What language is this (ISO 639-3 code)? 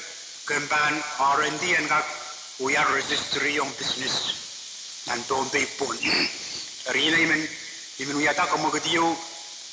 pon